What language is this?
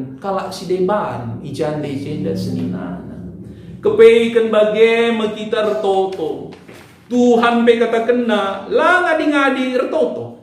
Batak Karo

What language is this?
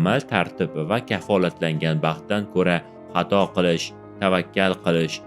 Uzbek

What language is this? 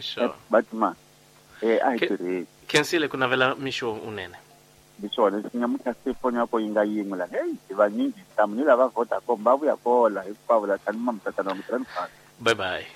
Tsonga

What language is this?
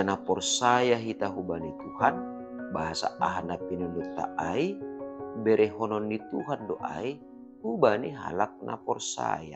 Batak Simalungun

